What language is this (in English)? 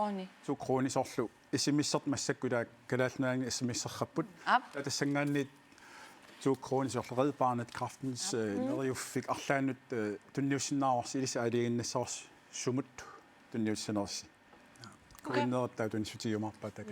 Kalaallisut